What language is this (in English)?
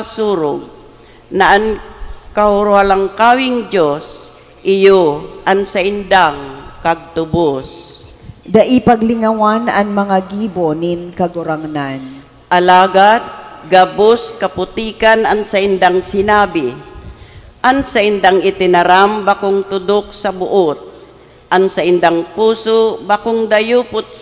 Bikol